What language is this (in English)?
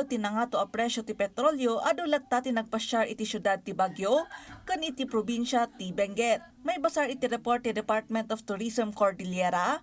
Iloko